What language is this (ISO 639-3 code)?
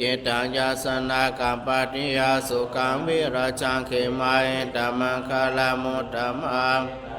pli